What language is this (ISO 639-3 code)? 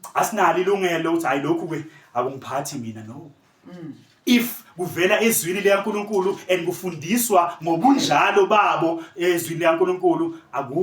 zul